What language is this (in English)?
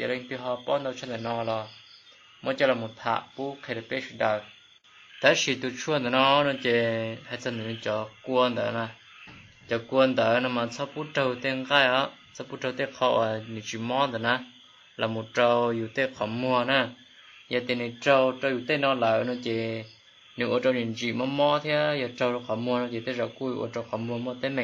Hmong